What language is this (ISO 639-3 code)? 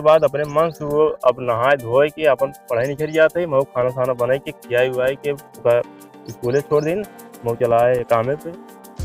awa